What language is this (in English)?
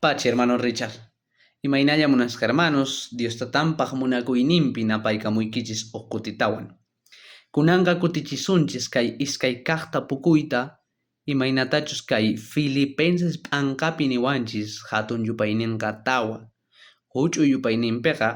South Bolivian Quechua